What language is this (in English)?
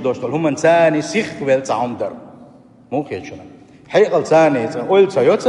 Chechen